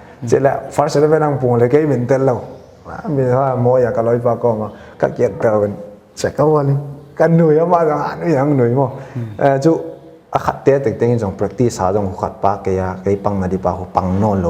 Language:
Paite Chin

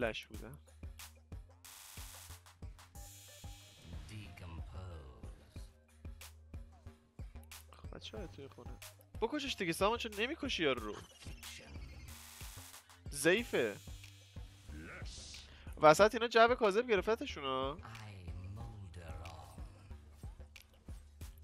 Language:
Persian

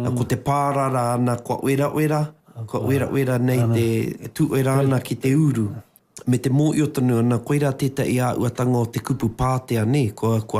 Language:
Māori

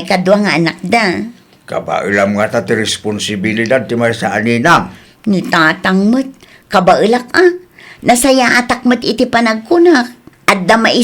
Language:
Iloko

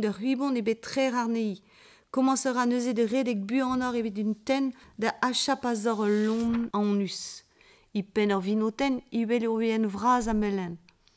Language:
Breton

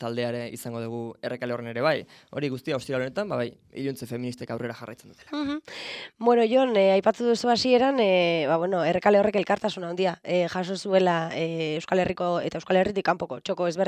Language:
Basque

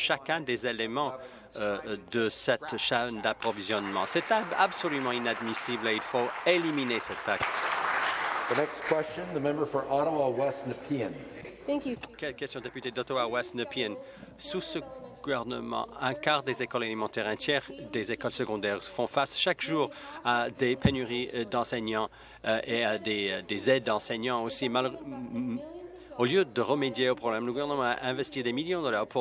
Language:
French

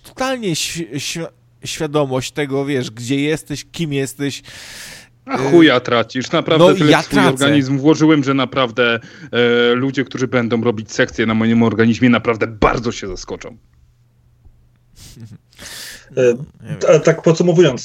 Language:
Polish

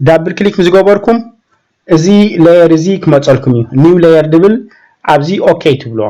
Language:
Tigrinya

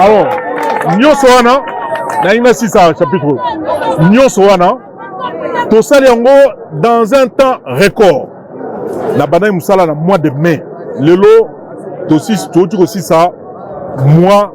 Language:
Lingala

